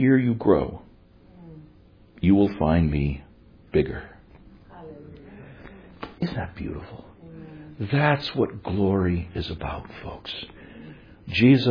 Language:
English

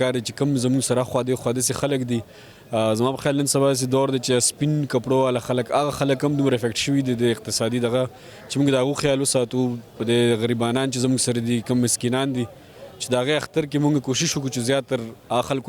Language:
Pashto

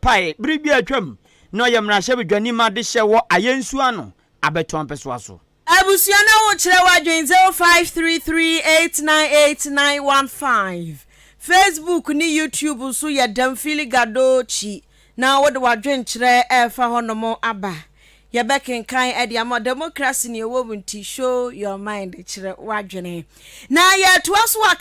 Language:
Akan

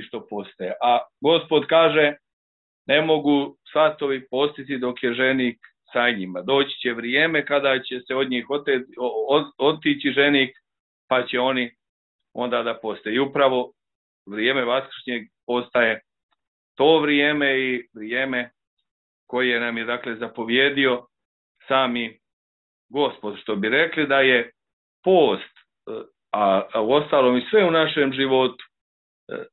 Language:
Serbian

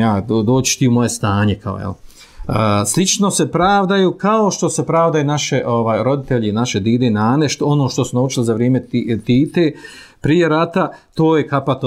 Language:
Bosnian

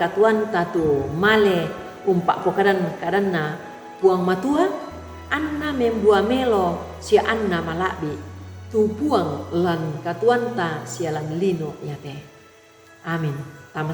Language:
Toraja-Sa'dan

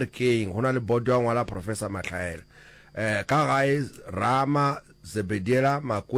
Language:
Northern Sotho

